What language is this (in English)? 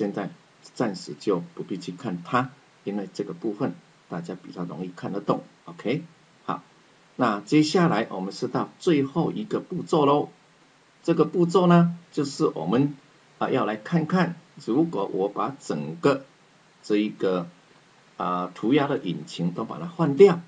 Chinese